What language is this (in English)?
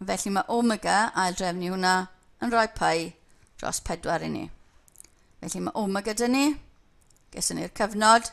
Welsh